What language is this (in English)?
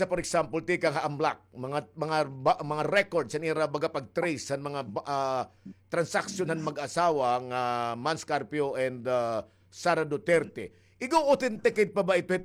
Waray